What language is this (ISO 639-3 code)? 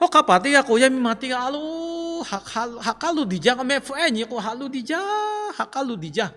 lhu